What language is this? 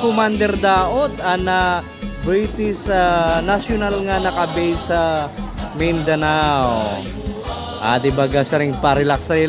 Waray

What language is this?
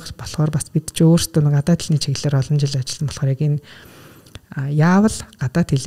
Mongolian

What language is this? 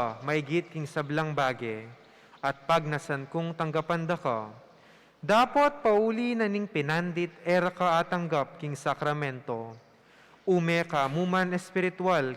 Pampanga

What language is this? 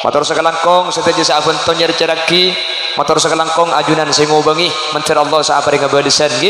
Madurese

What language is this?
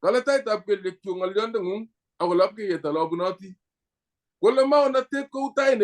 Kalenjin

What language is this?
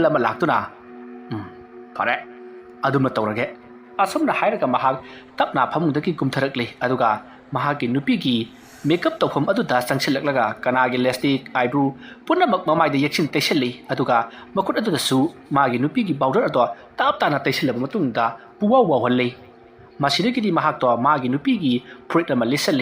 Manipuri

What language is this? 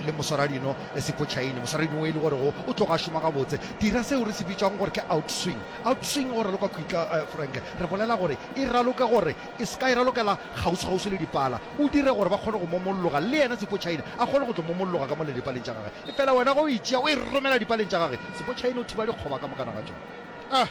Northern Sotho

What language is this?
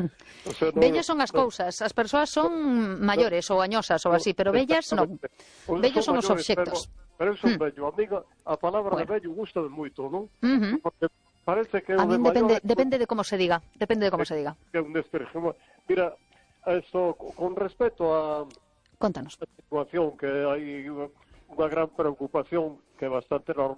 Galician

